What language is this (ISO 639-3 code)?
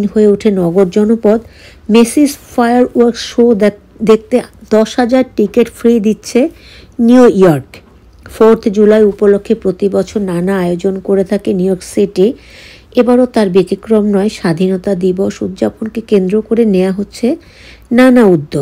ben